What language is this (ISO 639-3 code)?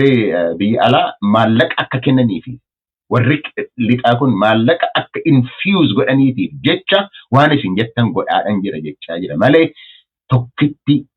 orm